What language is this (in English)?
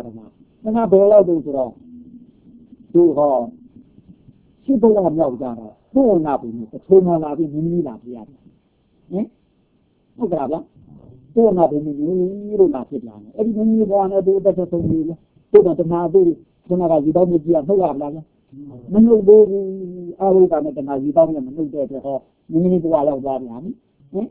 Burmese